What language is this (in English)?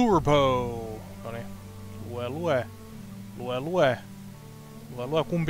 Finnish